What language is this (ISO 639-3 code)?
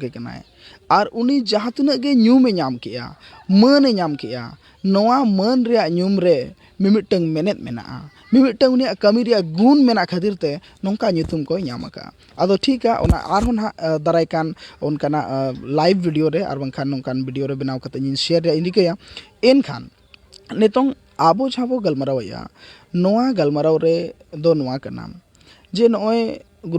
sat